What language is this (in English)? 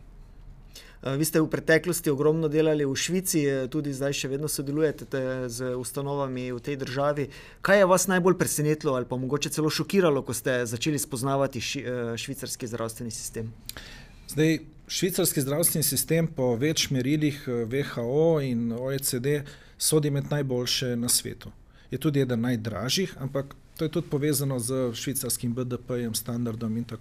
Slovenian